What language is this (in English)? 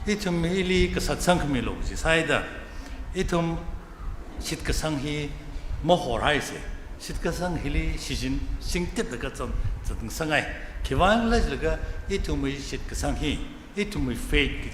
Tangkhul Naga (India)